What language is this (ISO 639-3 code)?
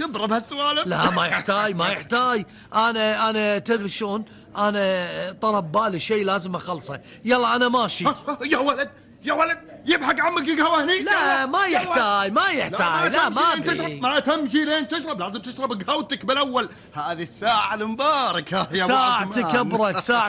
afb